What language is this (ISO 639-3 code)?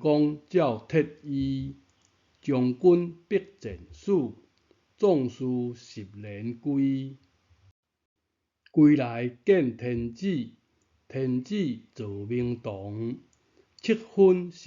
nan